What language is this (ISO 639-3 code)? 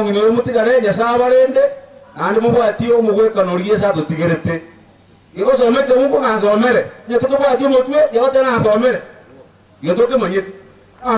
guz